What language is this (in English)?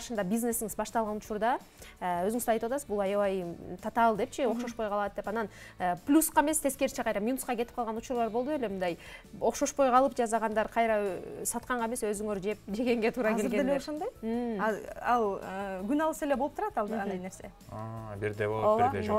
Kyrgyz